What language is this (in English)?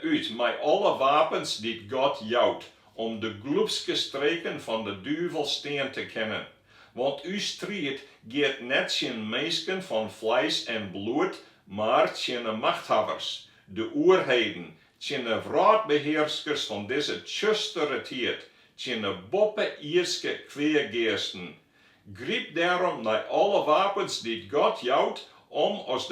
Western Frisian